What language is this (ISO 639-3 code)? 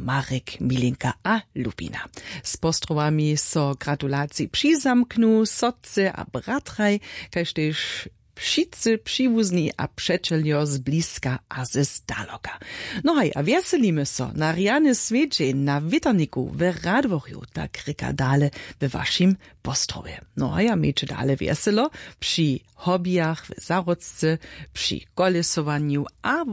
hsb